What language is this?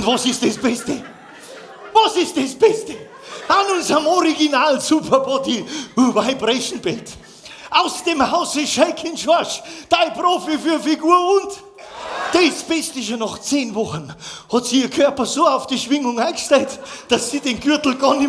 Bavarian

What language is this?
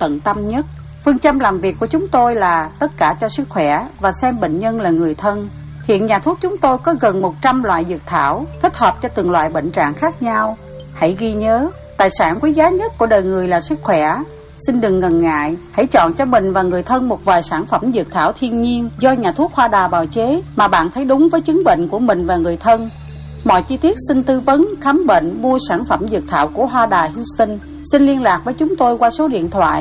Vietnamese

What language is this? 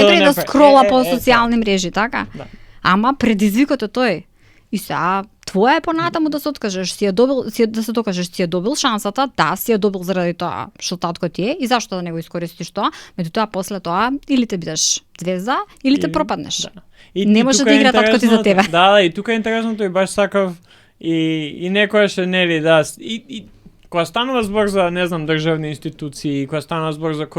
Macedonian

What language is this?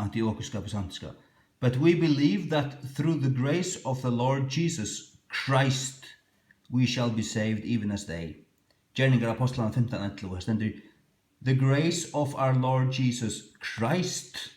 Faroese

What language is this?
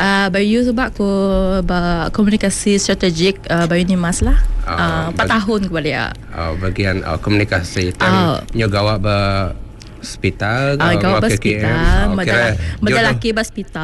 Iban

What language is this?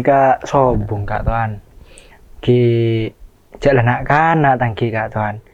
Madurese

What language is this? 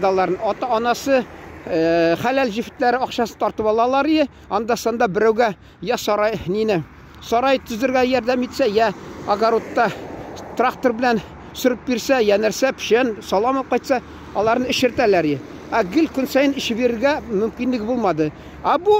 Tatar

